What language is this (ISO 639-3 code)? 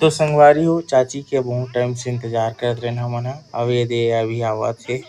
hne